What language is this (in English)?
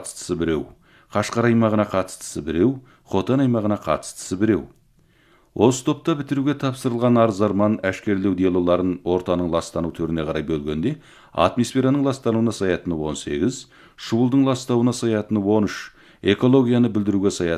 Kazakh